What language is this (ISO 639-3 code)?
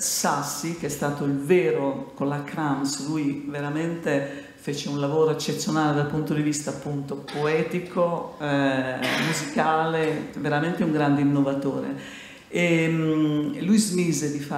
ita